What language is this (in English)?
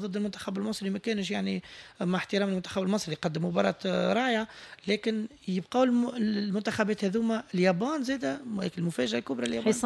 Tunisian Arabic